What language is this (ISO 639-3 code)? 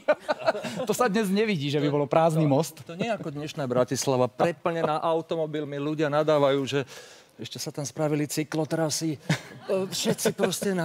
slk